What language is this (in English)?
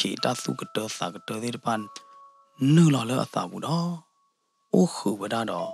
S'gaw Karen